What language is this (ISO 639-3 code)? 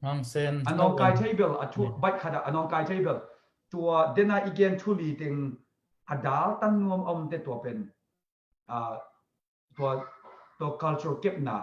ctd